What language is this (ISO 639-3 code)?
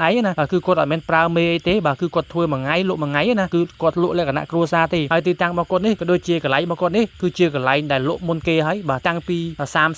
khm